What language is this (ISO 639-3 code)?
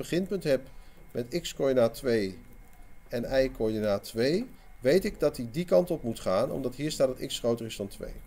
nld